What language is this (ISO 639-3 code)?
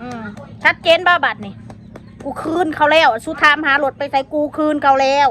tts